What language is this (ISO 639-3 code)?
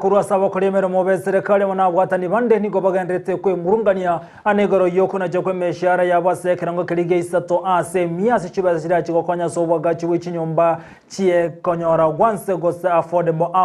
guz